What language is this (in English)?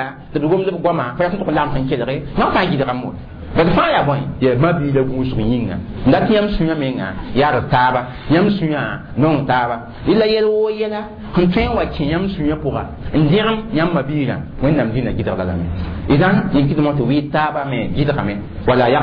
Mossi